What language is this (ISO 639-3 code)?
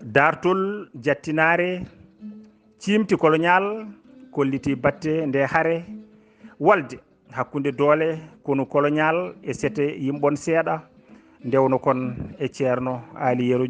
ful